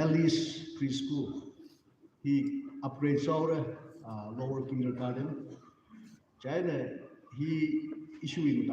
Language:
Tangkhul Naga (India)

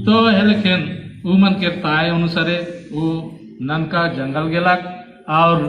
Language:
Sadri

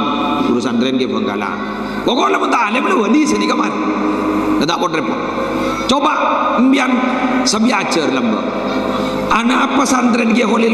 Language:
Madurese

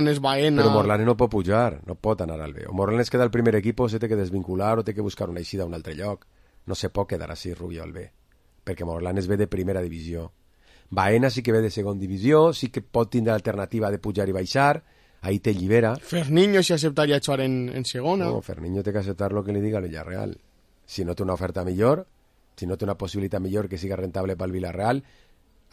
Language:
Catalan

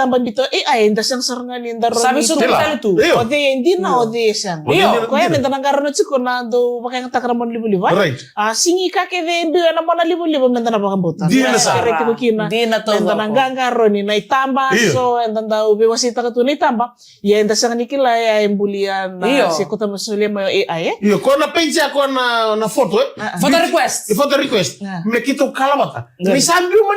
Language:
Fijian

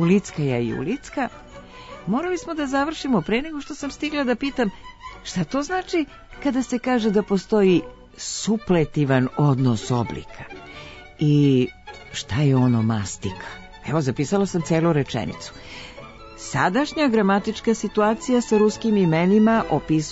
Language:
Serbian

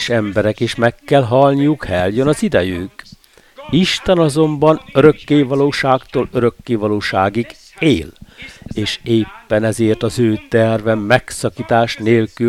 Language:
Hungarian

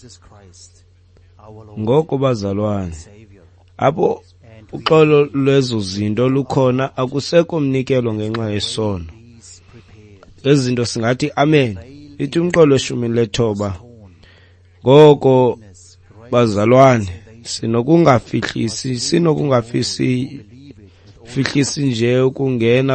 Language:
Xhosa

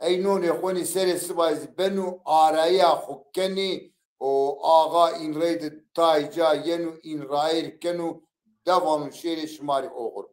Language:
Zaza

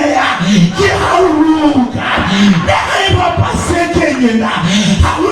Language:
Southern Sotho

